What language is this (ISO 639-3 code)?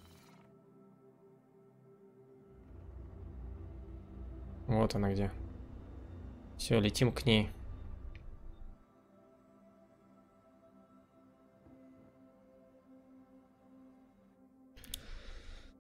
rus